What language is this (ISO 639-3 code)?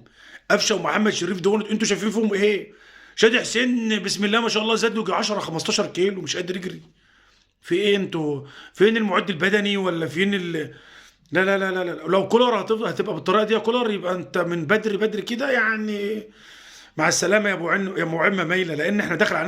arz